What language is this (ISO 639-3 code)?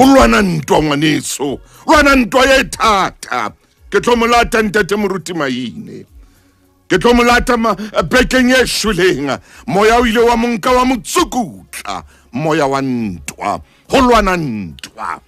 sot